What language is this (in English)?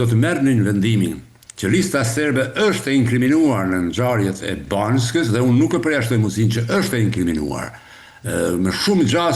Albanian